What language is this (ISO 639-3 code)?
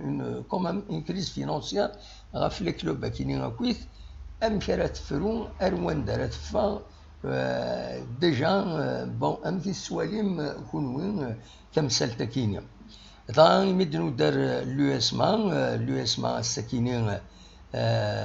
kab